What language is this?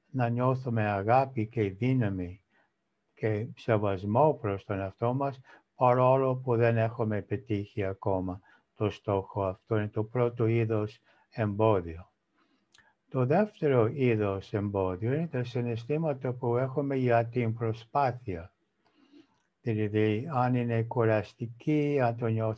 Greek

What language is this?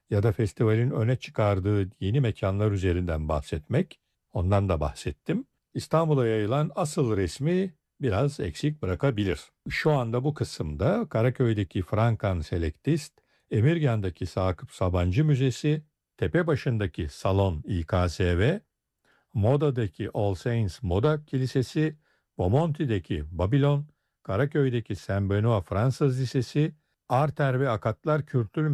Turkish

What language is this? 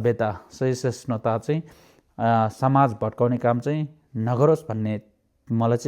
Nepali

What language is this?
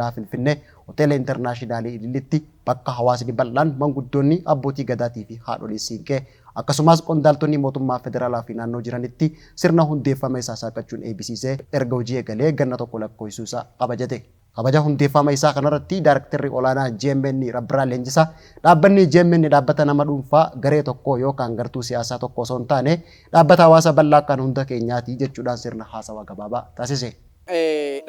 Oromo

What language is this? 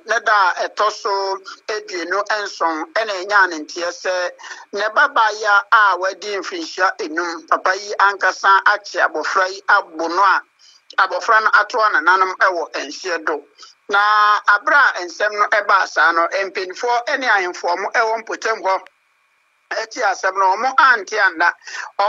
Akan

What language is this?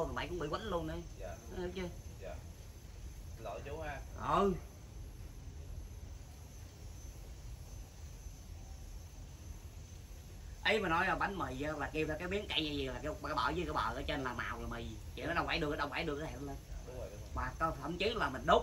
Vietnamese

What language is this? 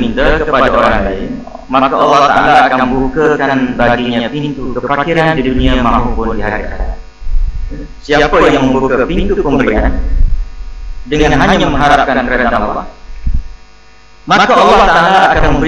Malay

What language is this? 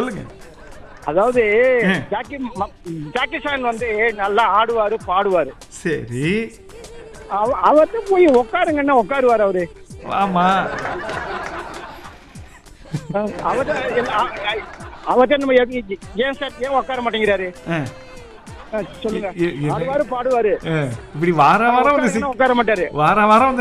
Tamil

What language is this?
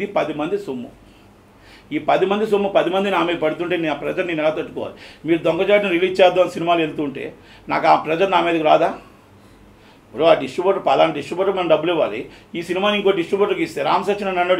Telugu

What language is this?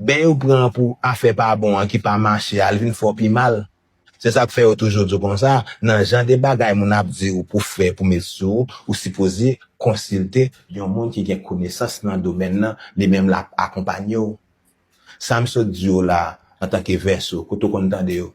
Haitian Creole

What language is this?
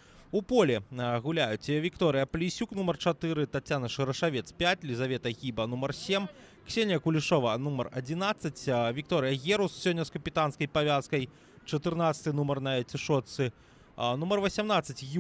Belarusian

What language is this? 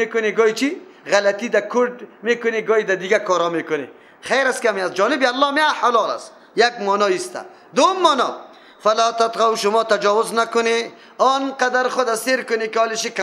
Persian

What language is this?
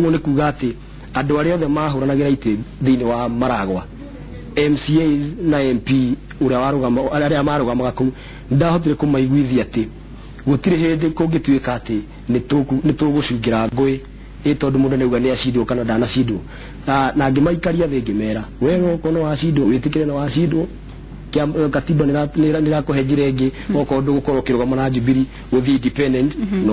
Kikuyu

